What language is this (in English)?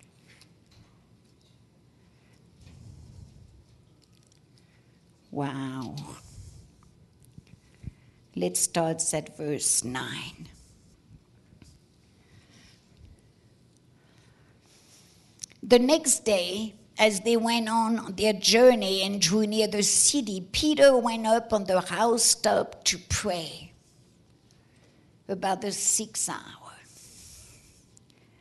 English